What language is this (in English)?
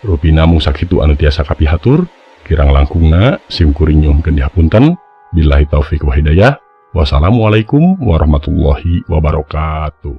Sundanese